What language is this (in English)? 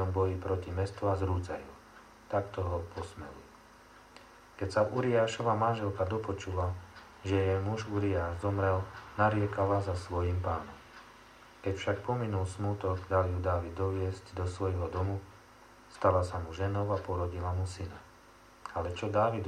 Slovak